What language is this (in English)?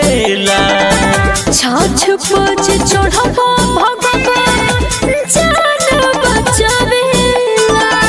Bhojpuri